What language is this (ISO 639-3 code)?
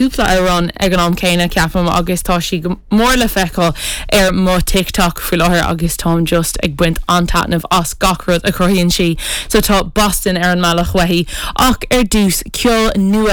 gle